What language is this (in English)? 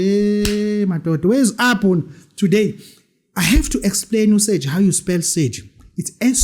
Zulu